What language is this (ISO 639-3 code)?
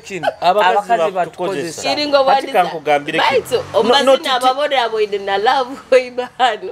nyo